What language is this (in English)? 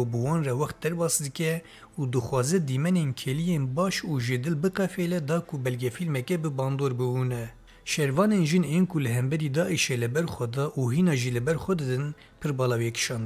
Kurdish